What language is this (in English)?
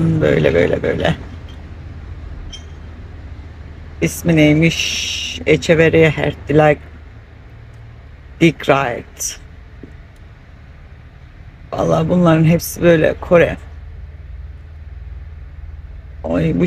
Turkish